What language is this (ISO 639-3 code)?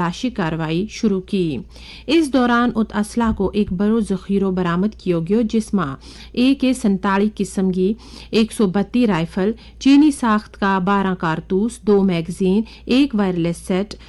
gju